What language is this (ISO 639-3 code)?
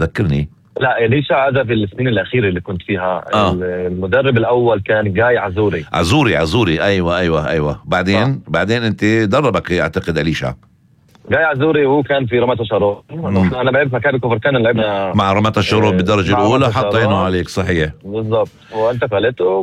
apc